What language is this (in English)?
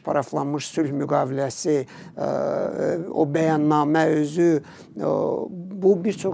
Azerbaijani